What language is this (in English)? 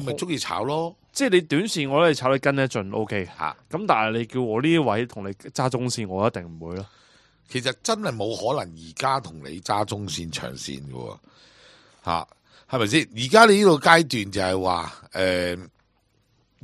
Cantonese